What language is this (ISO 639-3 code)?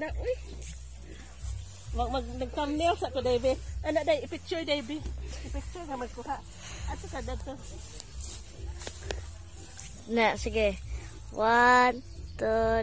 ceb